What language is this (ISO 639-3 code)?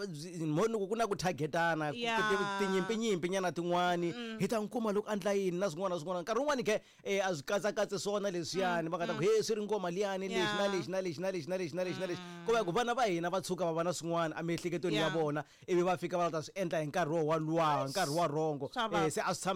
tso